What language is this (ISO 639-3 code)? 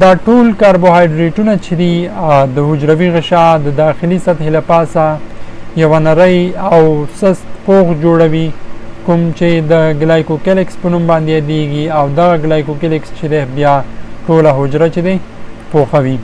pus